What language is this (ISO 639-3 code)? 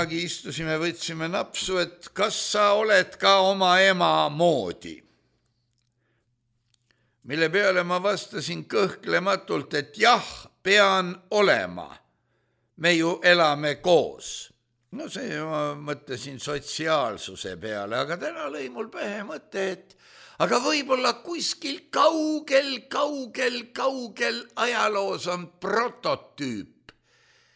est